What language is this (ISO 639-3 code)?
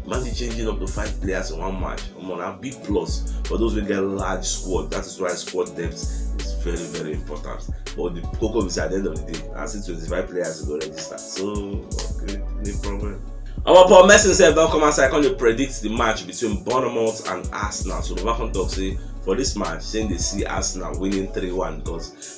pcm